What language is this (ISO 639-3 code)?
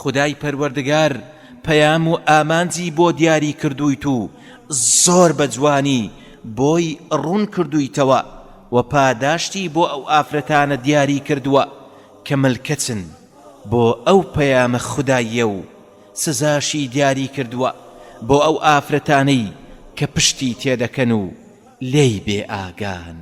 ckb